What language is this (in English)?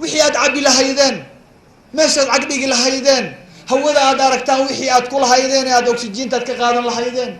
Somali